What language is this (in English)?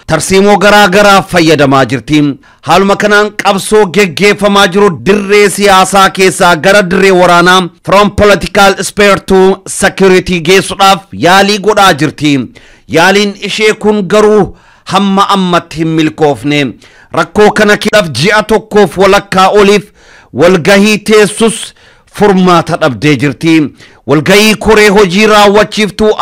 Oromo